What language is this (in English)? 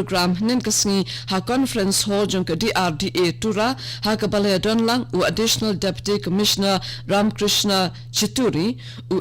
Khasi